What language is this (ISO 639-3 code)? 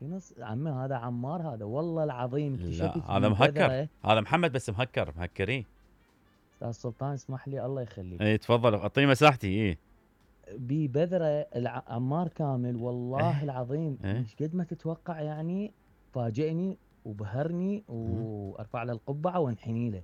acm